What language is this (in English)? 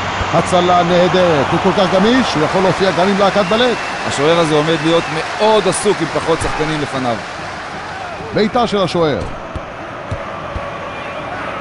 Hebrew